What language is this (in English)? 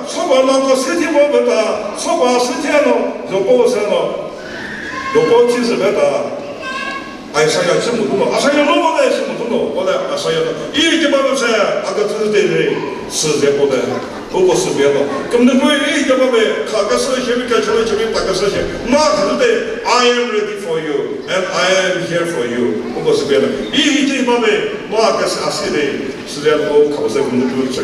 Chokri Naga